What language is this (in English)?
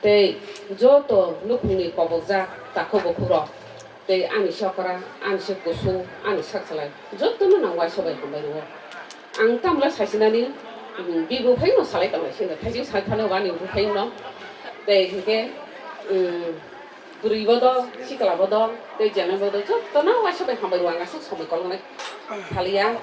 Kok Borok